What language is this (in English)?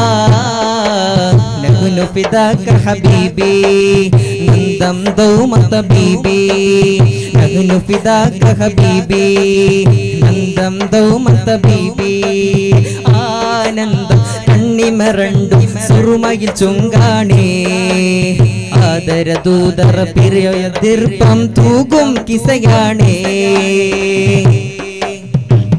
Malayalam